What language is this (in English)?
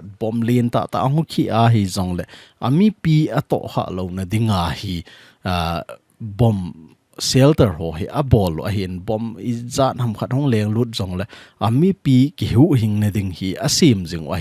Thado Chin